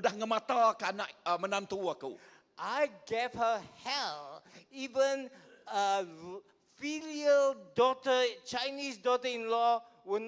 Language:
Iban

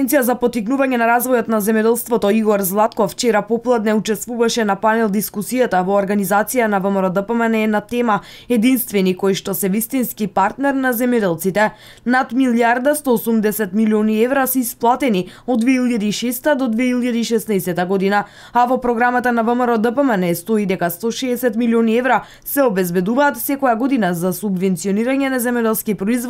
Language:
Macedonian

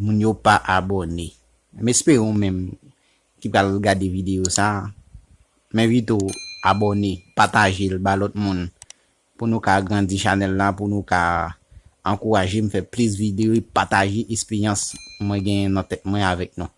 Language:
Haitian Creole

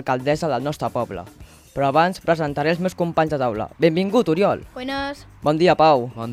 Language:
Catalan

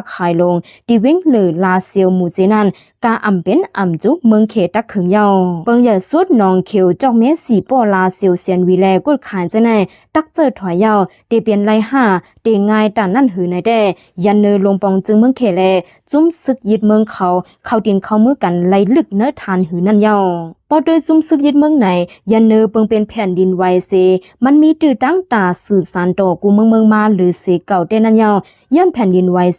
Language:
Shan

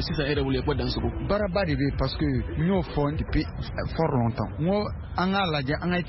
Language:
Bambara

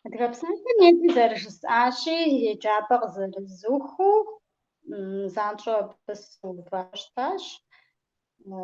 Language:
Kabardian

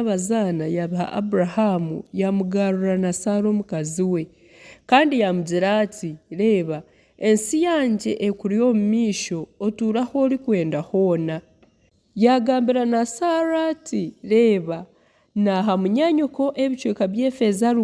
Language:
Nyankole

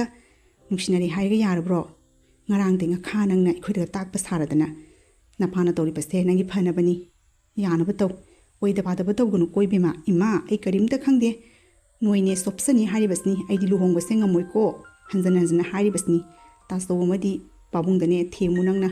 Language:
Manipuri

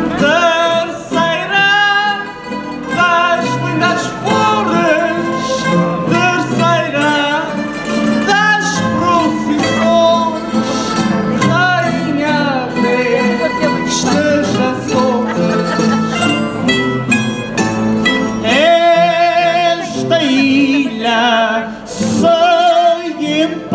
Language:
Portuguese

